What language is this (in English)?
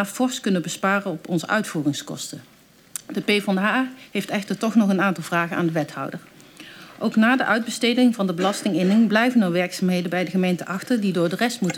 Dutch